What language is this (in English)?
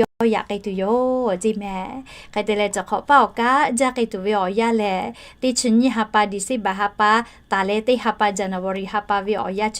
Lahu